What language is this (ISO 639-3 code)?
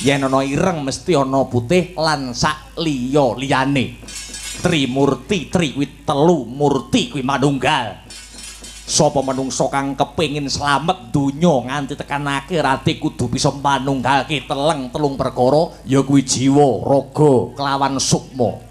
jav